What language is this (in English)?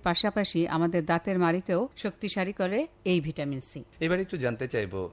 Bangla